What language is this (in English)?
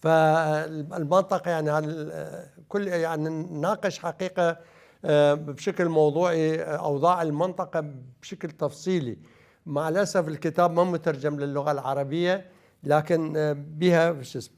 Mesopotamian Arabic